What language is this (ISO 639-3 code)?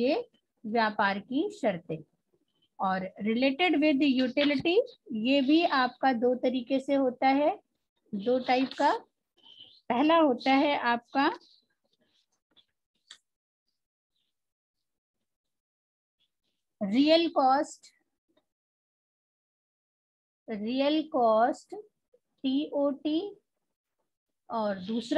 hin